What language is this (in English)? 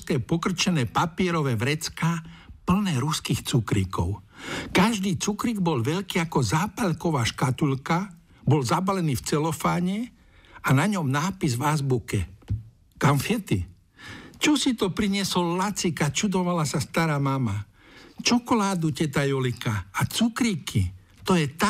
Slovak